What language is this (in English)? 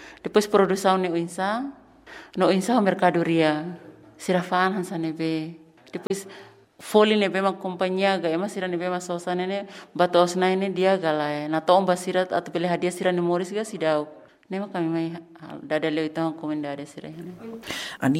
Tetum